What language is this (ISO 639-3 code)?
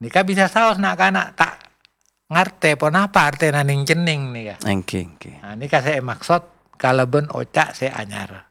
mad